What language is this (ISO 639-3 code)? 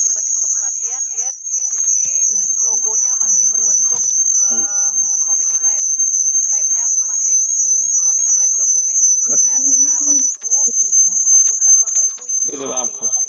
ind